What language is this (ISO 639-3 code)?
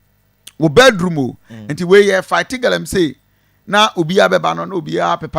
aka